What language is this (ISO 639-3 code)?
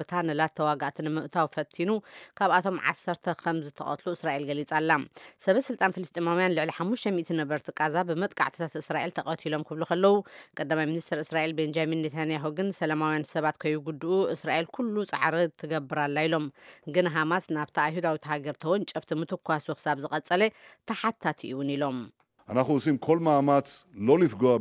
tir